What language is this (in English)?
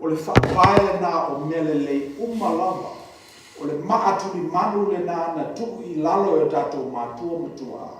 Samoan